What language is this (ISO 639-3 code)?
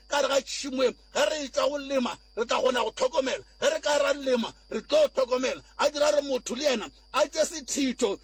nso